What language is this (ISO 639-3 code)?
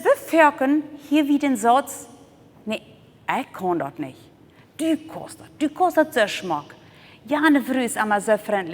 pdt